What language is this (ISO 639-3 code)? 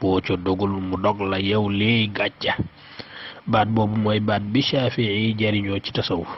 wol